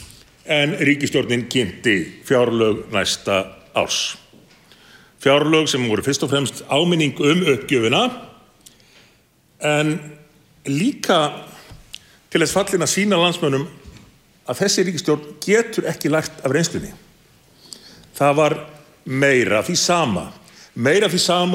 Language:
Icelandic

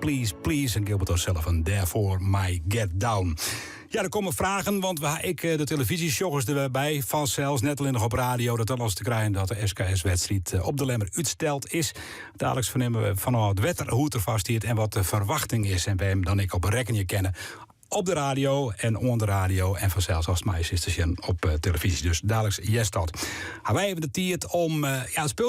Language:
Western Frisian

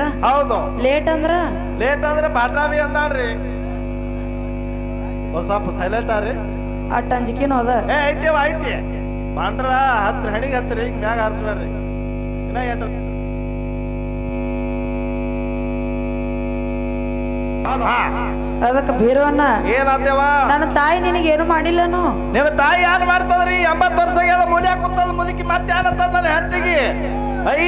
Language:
Kannada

